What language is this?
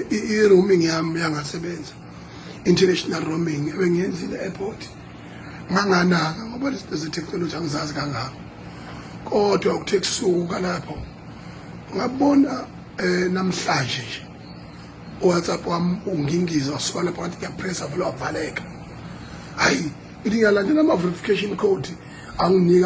Zulu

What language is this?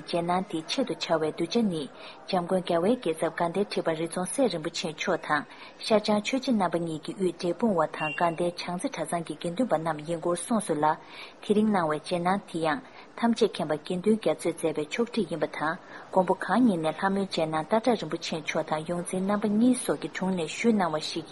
Tibetan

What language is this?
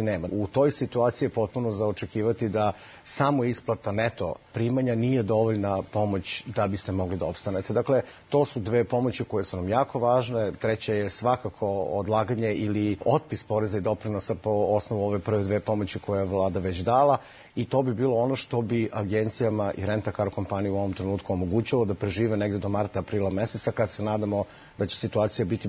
Serbian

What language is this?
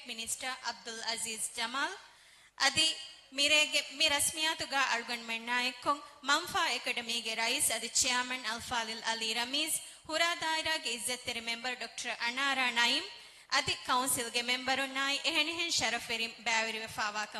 Divehi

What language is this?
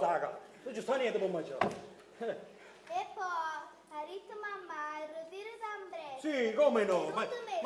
Neapolitan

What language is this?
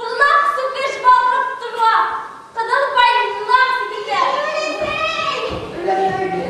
Bashkir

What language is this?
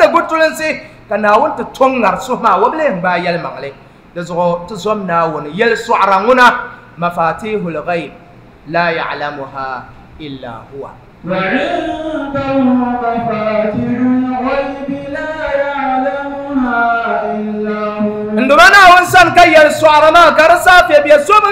Dagbani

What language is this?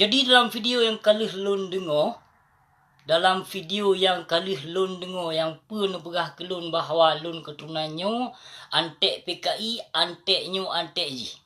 Achinese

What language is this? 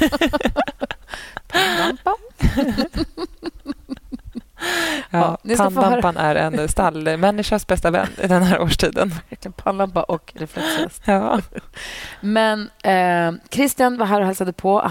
Swedish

